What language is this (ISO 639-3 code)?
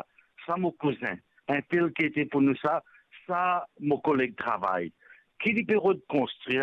mfe